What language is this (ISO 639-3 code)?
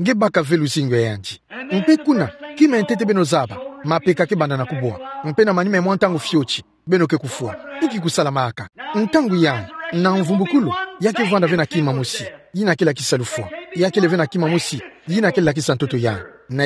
ktu